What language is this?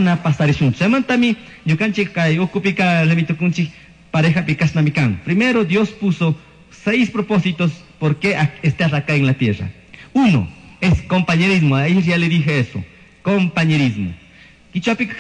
Chimborazo Highland Quichua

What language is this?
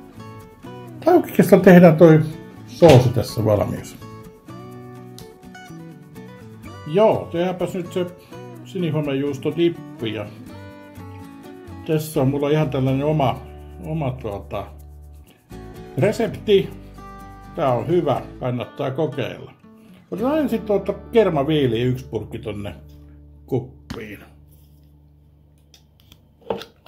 Finnish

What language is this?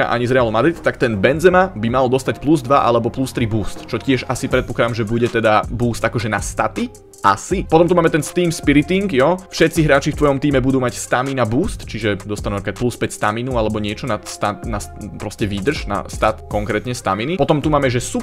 Slovak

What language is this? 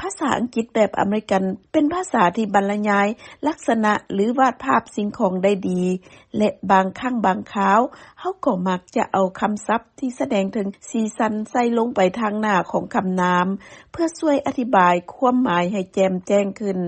Lao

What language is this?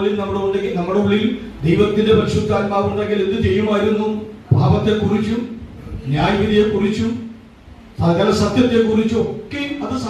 Malayalam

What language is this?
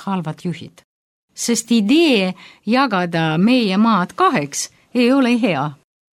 Estonian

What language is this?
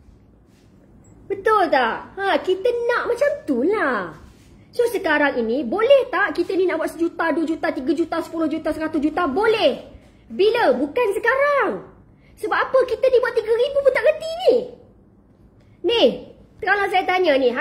Malay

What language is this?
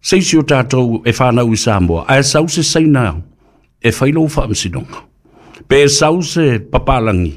Samoan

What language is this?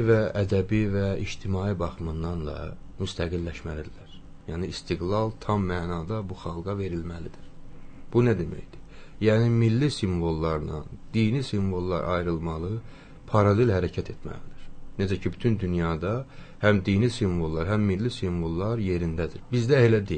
Azerbaijani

